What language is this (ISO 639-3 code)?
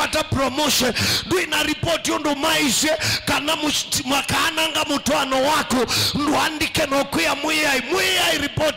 kam